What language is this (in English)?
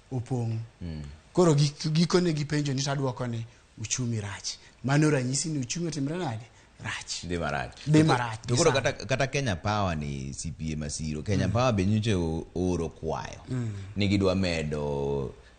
Luo (Kenya and Tanzania)